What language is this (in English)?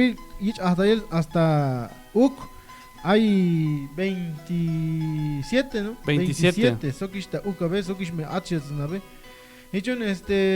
Tzeltal